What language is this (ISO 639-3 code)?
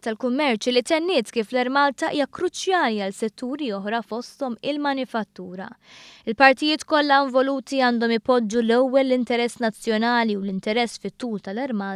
mlt